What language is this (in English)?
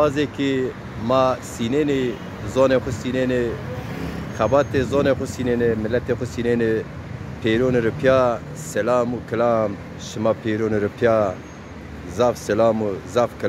Zaza